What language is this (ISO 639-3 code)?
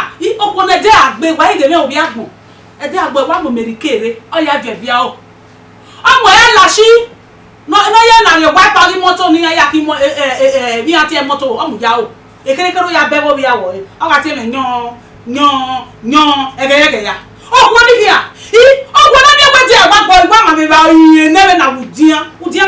bin